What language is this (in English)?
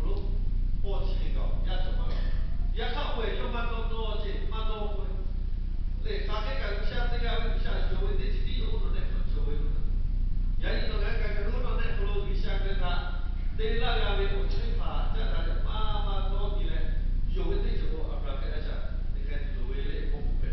Lahu